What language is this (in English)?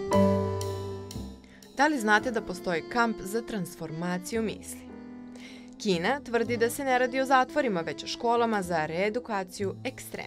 Serbian